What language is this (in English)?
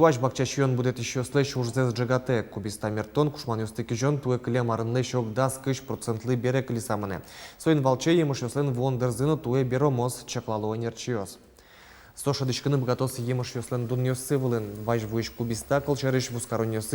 Udmurt